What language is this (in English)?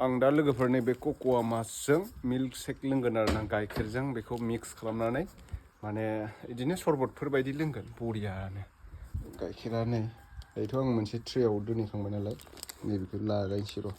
Bodo